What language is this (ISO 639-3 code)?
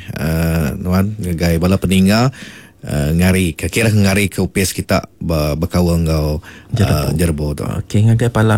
iba